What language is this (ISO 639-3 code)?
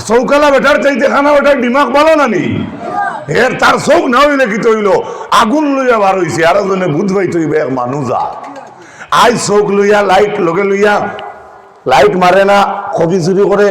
syl